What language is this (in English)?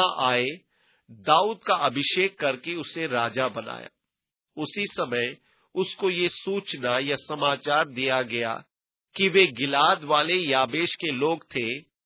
Hindi